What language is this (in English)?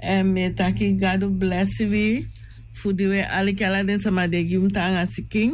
Sranan Tongo